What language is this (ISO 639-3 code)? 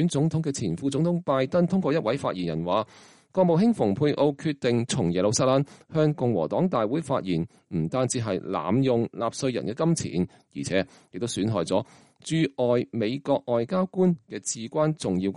yue